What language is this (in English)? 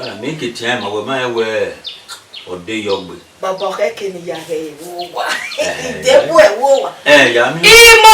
Bini